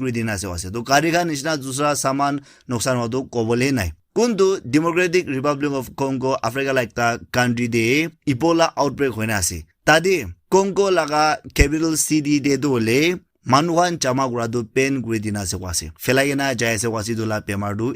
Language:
Naga Pidgin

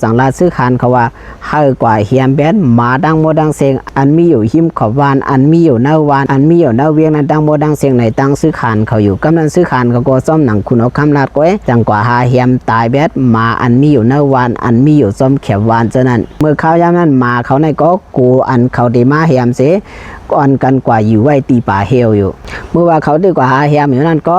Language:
Shan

